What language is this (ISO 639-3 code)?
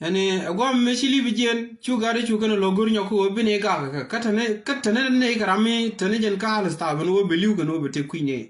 nus